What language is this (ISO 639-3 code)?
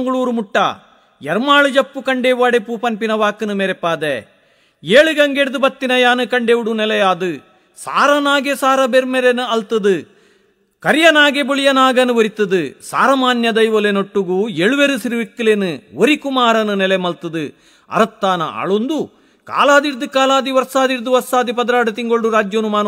tcy